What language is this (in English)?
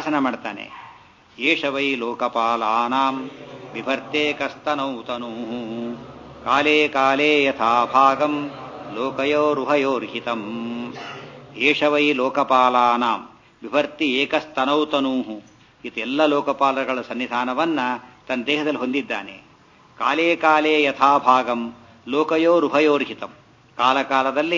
Kannada